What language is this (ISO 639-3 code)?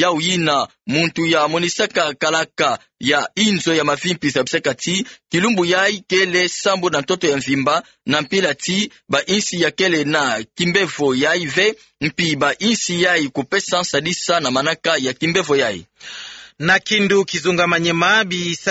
ktu